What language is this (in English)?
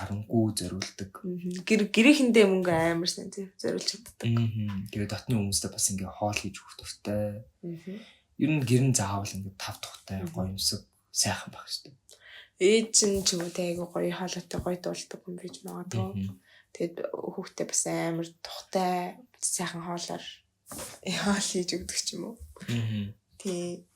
Mongolian